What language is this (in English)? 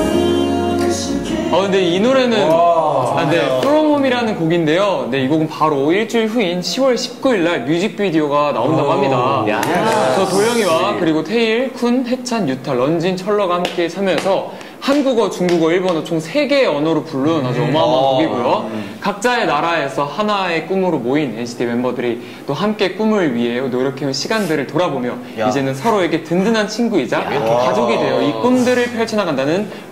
Korean